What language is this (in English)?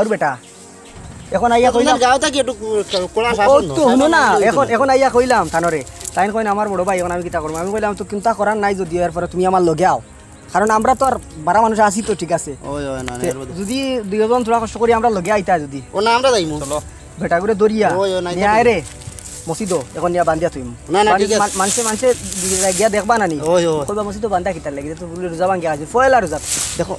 Sylheti